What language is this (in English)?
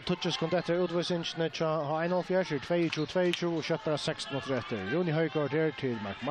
Faroese